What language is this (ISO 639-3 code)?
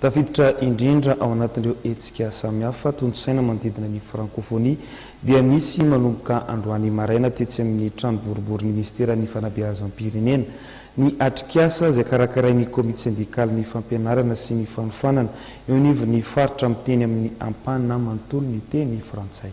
mlg